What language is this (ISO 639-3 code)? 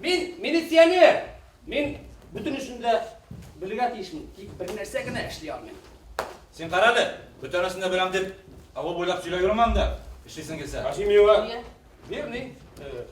bak